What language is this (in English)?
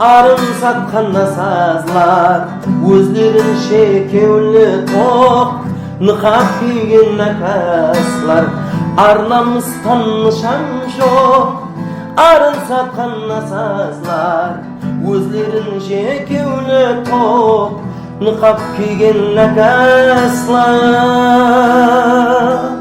Kara-Kalpak